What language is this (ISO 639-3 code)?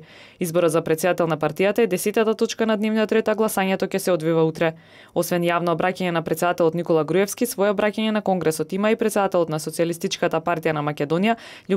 mkd